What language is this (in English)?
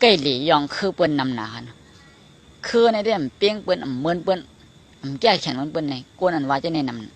Shan